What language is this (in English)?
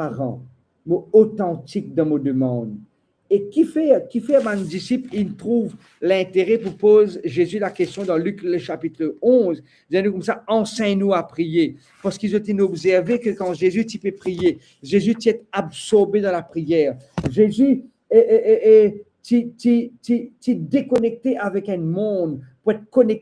Morisyen